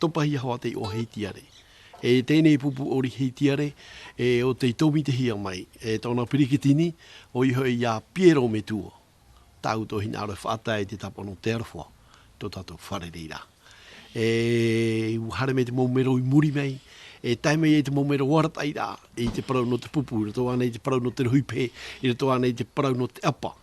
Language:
Tahitian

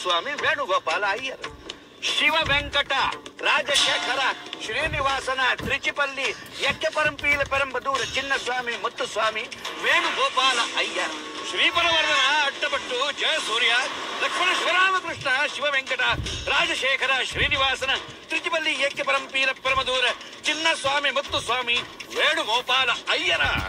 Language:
Kannada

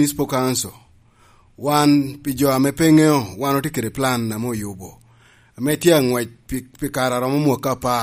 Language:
Lango (Uganda)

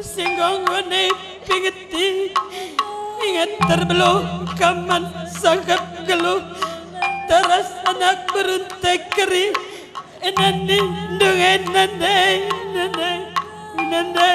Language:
Batak Karo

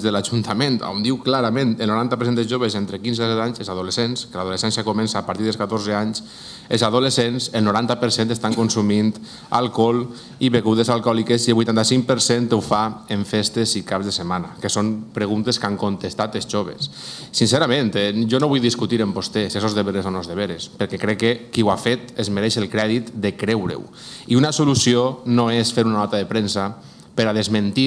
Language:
Catalan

